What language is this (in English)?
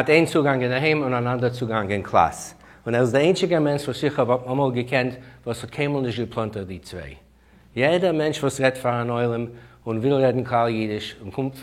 Yiddish